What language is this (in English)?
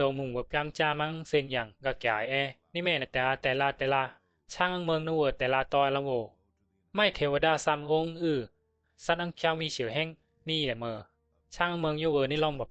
Bisu